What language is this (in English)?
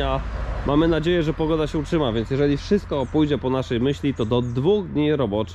Polish